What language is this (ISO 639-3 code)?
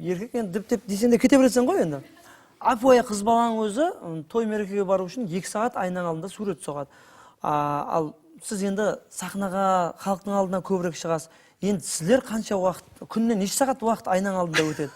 kaa